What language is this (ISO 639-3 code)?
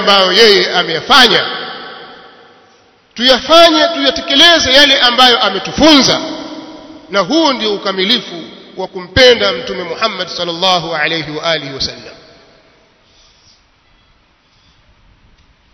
swa